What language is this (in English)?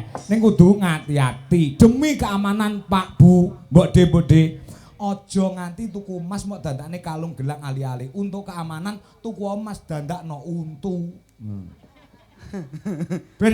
Javanese